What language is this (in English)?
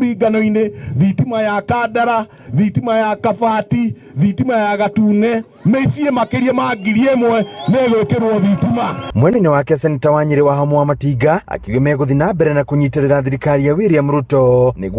Kikuyu